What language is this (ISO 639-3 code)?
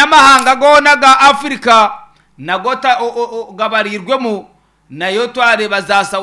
nyn